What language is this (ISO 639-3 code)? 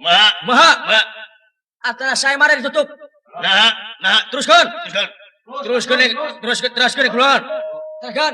sun